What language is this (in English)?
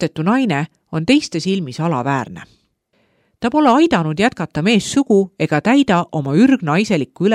Estonian